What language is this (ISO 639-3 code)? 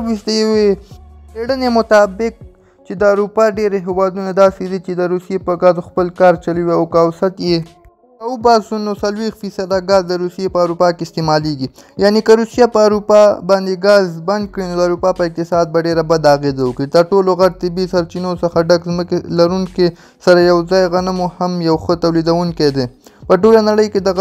pus